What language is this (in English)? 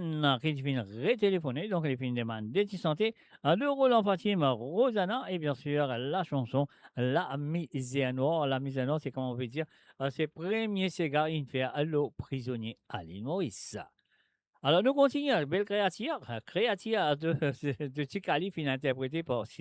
Morisyen